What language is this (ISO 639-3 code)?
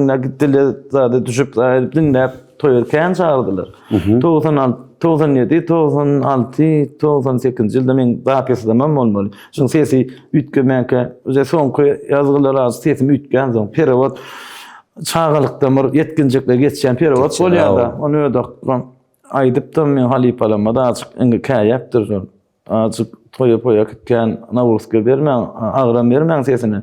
tuk